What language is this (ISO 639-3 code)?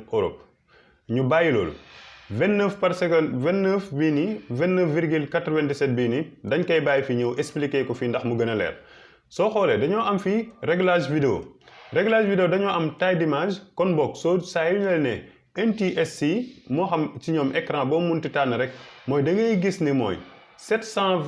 wol